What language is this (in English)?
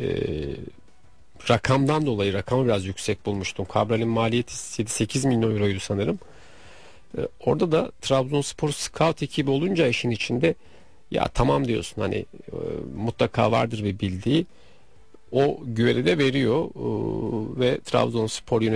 Turkish